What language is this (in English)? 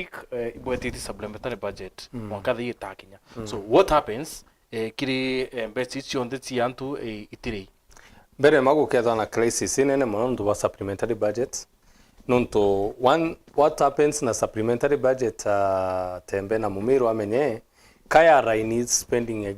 Meru